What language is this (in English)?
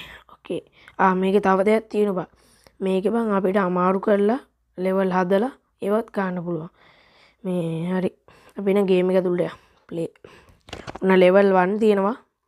Sinhala